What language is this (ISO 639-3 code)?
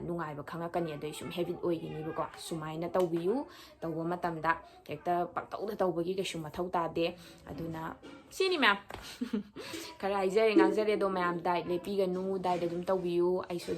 mni